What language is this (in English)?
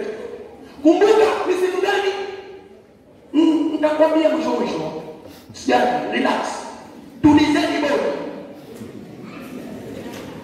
Swahili